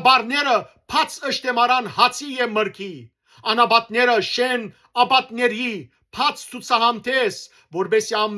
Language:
Western Armenian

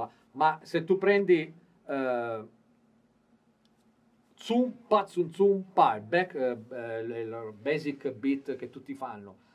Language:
Italian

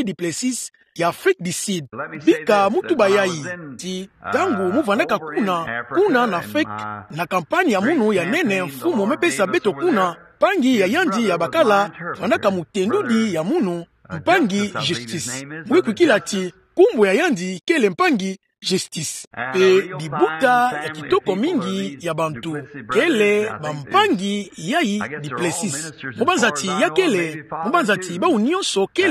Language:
Kituba (Democratic Republic of Congo)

